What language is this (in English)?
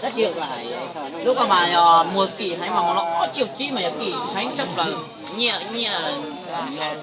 Hmong